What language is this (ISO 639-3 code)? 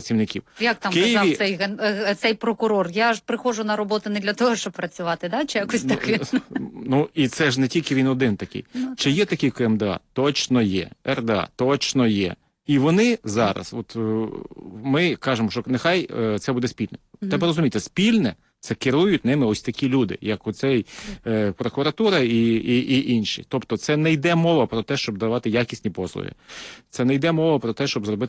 ukr